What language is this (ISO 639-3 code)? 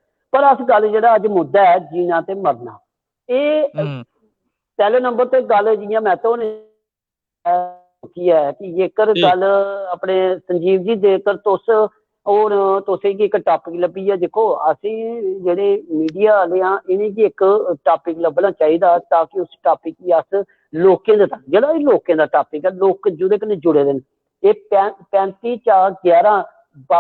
doi